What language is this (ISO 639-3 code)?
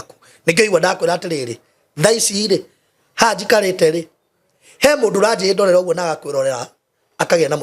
kik